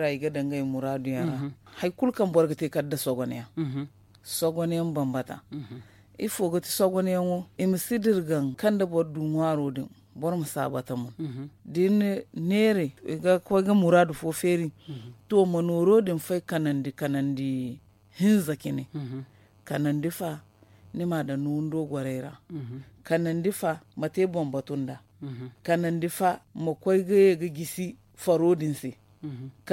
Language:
Zarma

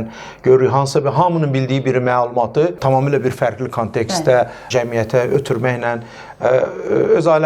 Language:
Azerbaijani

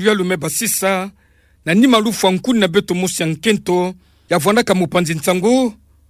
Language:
Kituba (Democratic Republic of Congo)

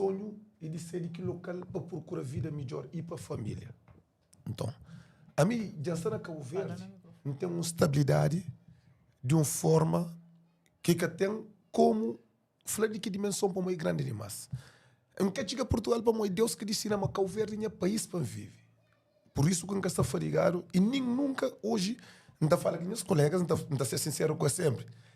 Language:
Kabuverdianu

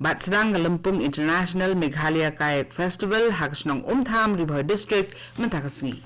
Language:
Khasi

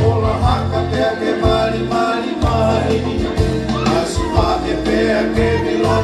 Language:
Tongan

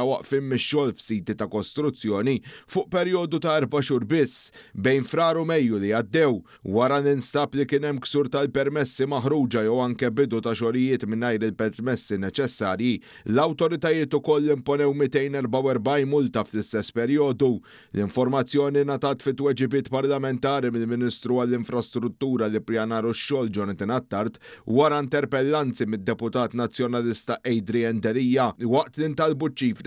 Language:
Maltese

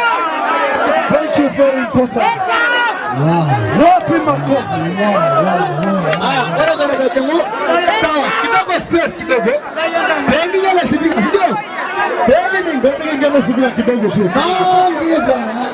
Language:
Masai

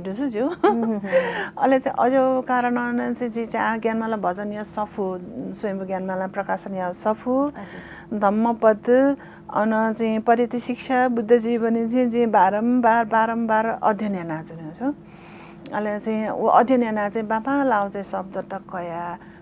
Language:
Newari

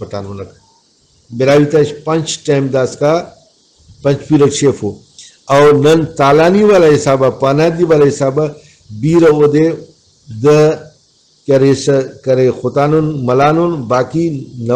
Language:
Brahui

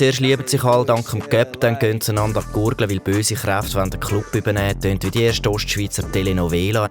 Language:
Swiss German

